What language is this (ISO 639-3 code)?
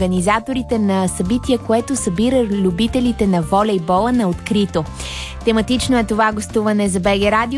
bul